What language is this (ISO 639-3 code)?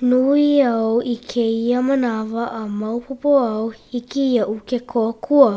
haw